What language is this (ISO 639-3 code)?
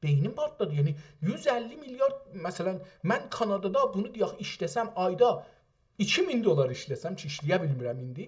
azb